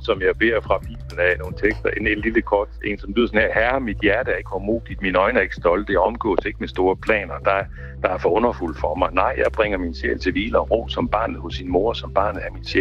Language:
Danish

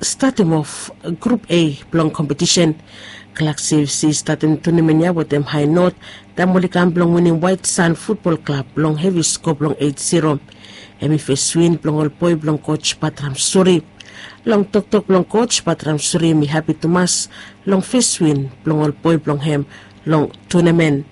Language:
Bislama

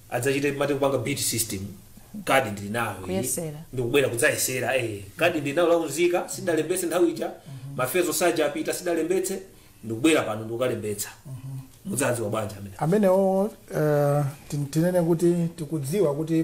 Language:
Nyanja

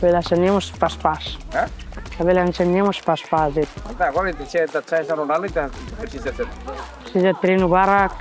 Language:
Tetum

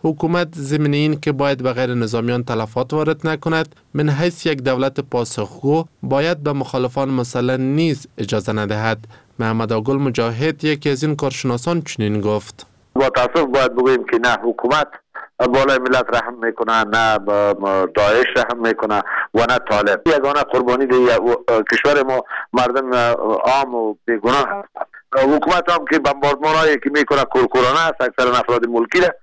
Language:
Persian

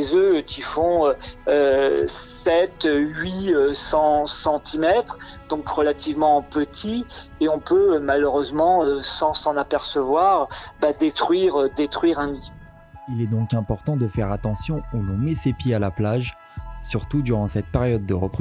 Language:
French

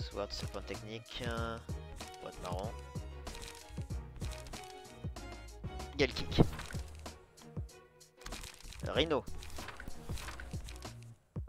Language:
French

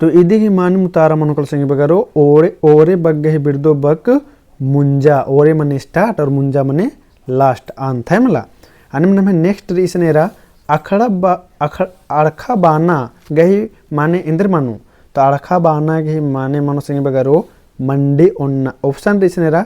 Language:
Kurukh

